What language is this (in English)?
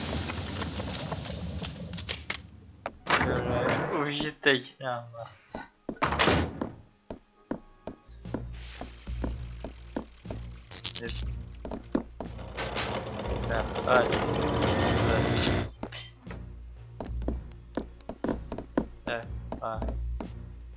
Czech